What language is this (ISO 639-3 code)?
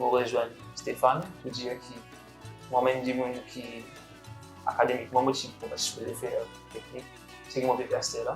mfe